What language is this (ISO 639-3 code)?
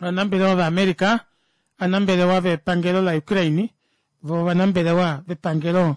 kua